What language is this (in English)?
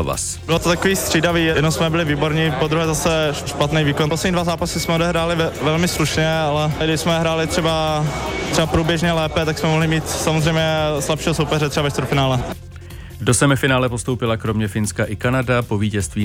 Czech